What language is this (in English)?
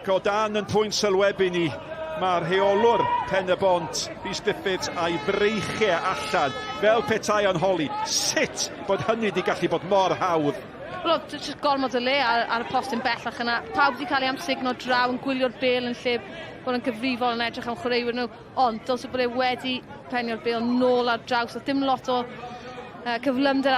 Welsh